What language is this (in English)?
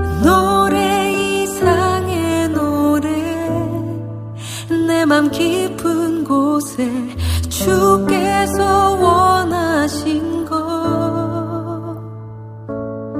Korean